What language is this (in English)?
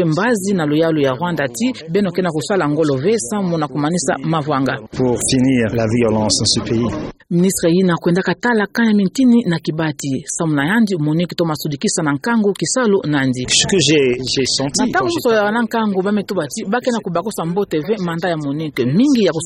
Kituba (Democratic Republic of Congo)